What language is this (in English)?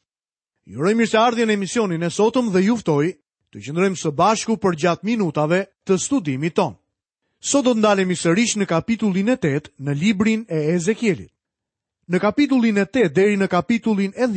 Albanian